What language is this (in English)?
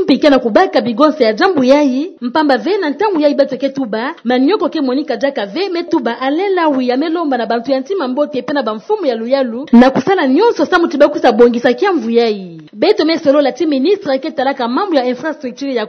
Kituba (Democratic Republic of Congo)